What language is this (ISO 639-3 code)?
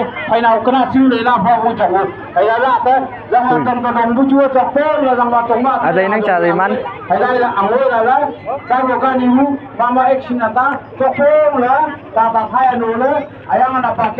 nag